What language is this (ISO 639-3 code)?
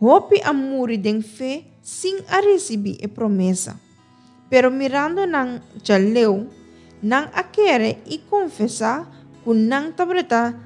pap